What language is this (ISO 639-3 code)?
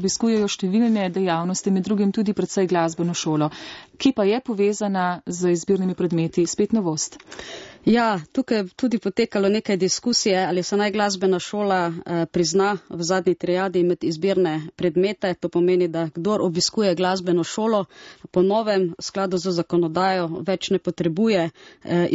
slv